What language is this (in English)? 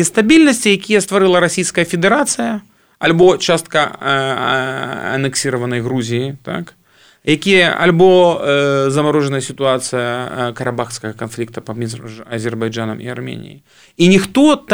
Belarusian